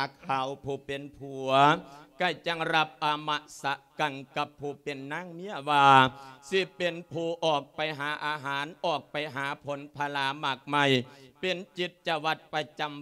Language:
Lao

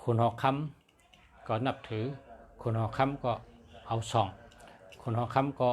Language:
Shan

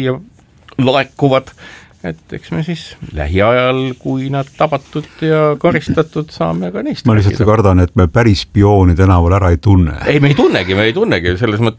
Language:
Estonian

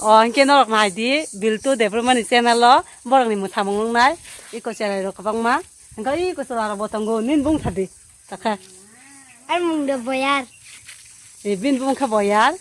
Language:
Kok Borok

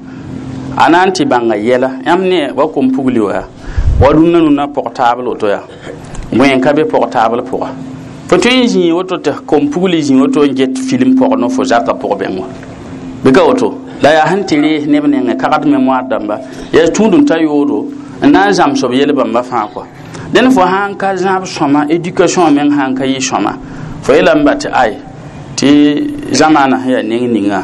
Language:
Mossi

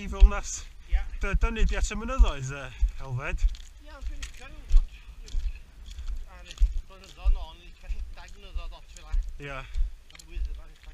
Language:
Welsh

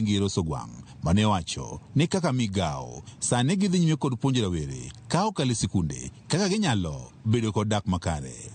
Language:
Luo (Kenya and Tanzania)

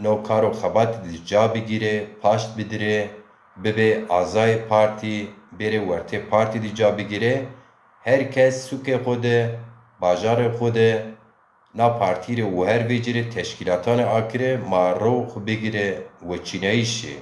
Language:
Zaza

